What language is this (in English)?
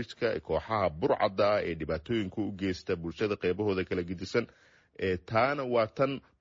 Somali